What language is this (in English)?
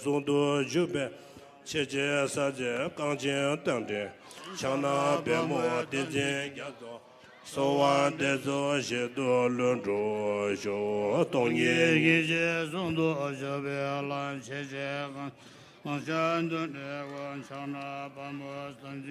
Ladakhi